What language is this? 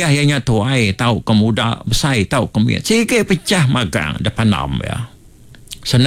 Iban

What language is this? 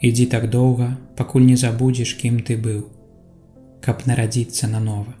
Belarusian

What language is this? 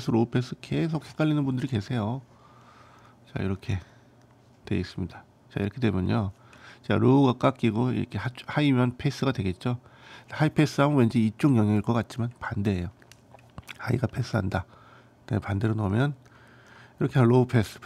Korean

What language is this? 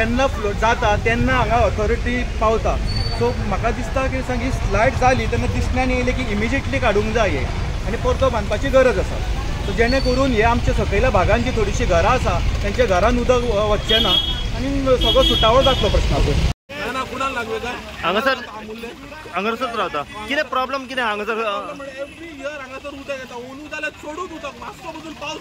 Konkani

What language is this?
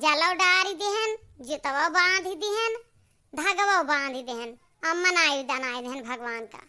Awadhi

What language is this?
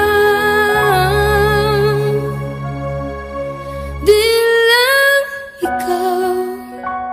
Filipino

